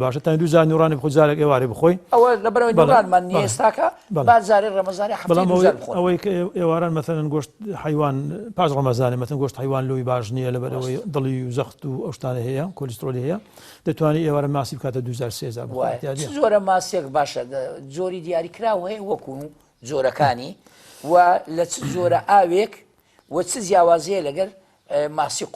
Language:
Central Kurdish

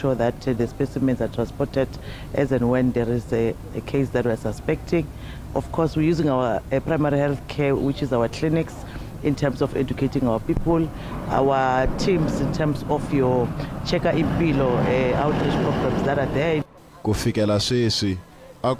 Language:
Tsonga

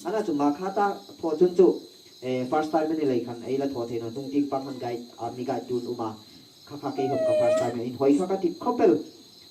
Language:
Hmar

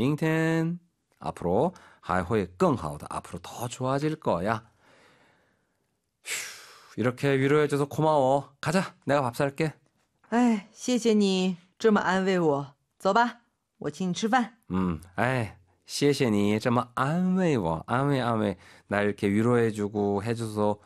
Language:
Korean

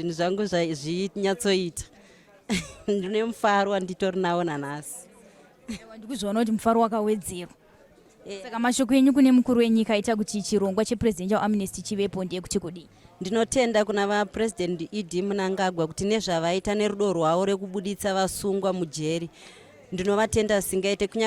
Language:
Shona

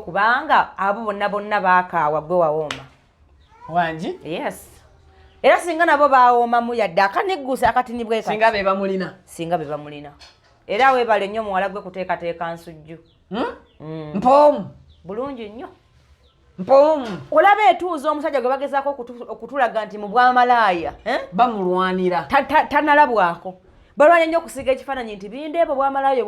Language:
Ganda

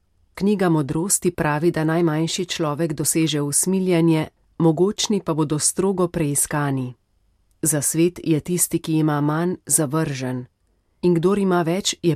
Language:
Slovenian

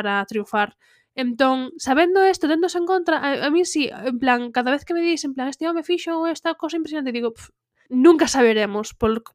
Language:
Galician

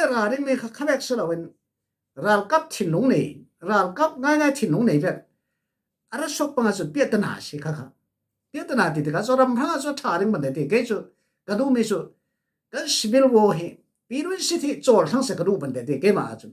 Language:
Falam Chin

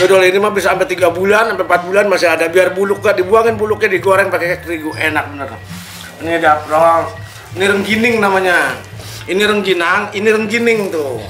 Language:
Betawi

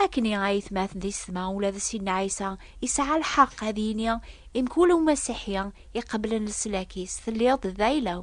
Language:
Kabyle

